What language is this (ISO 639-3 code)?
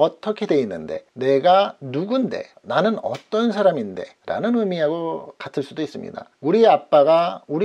kor